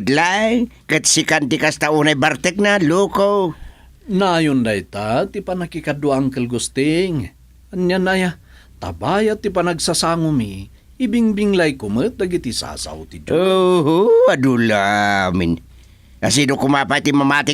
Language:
Iloko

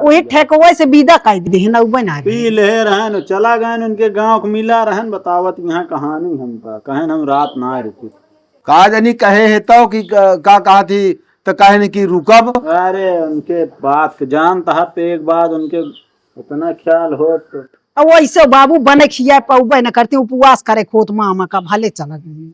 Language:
Awadhi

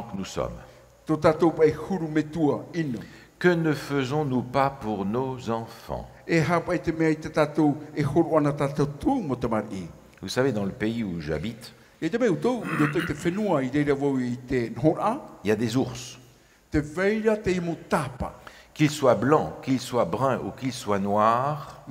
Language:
Tahitian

